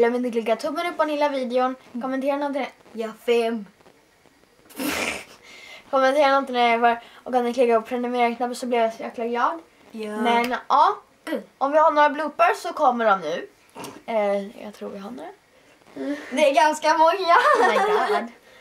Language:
Swedish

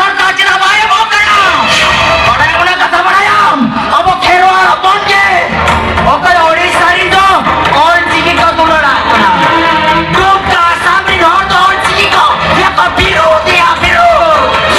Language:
Santali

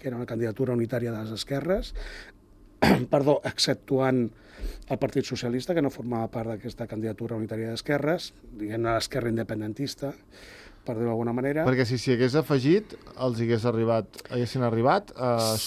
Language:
Catalan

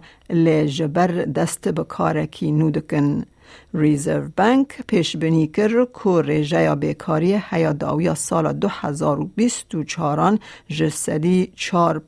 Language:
Kurdish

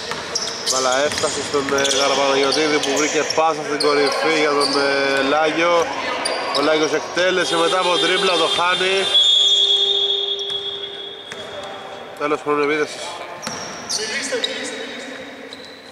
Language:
Greek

